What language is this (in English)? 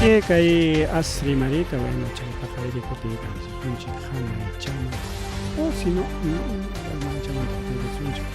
Ayacucho Quechua